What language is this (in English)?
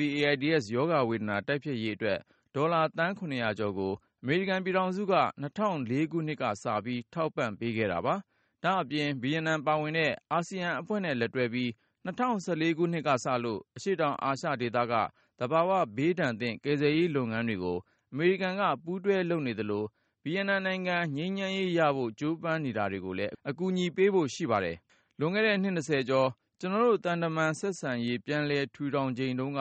Burmese